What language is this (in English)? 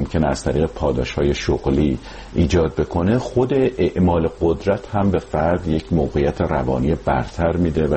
Persian